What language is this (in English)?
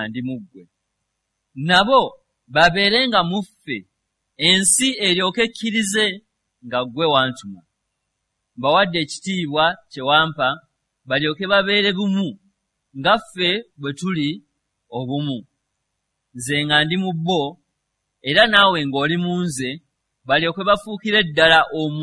Ganda